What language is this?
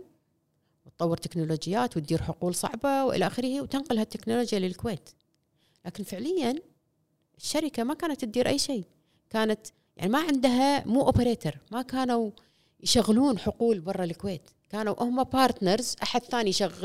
Gulf Arabic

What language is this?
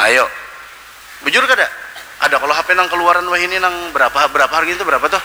Banjar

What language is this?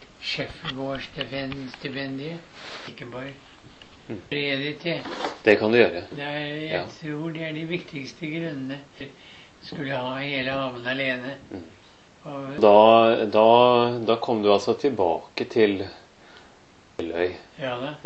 Norwegian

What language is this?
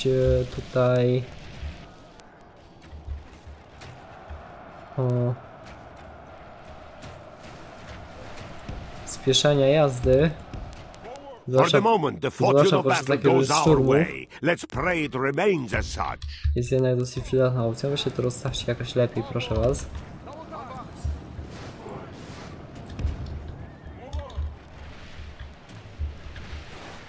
Polish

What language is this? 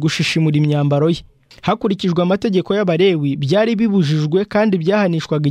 Kinyarwanda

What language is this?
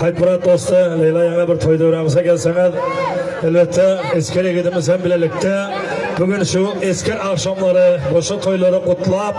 Turkmen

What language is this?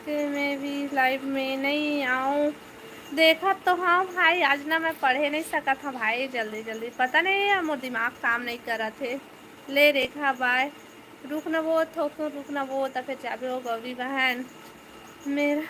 Chhattisgarhi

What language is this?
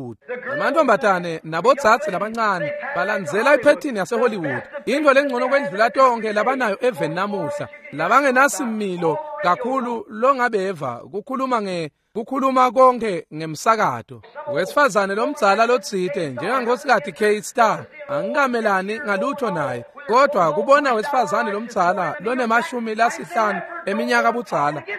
Swati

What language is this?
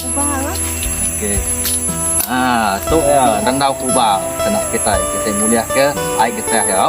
Iban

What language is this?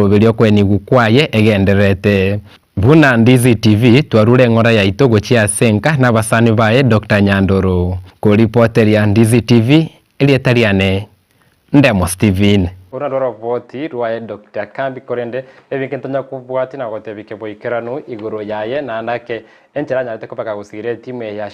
Gusii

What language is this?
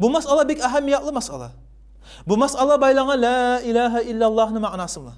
Kumyk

